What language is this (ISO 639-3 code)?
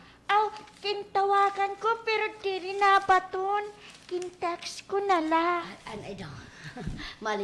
war